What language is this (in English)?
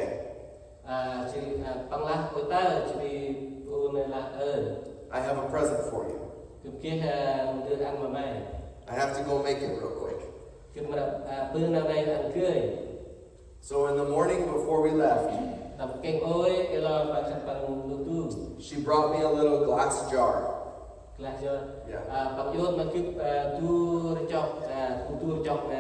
Central Mnong